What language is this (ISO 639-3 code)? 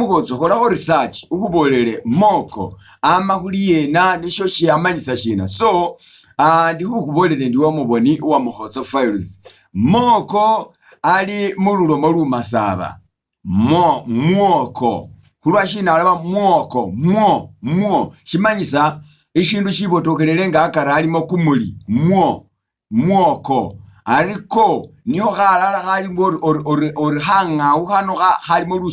myx